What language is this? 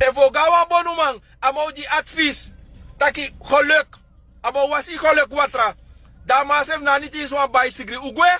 Sranan Tongo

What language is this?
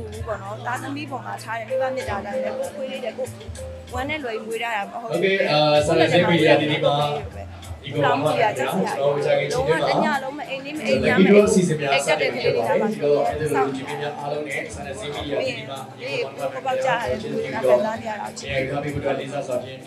Burmese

